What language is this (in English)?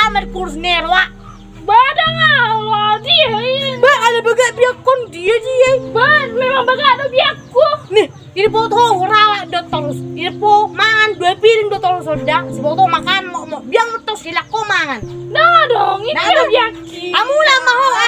Batak Toba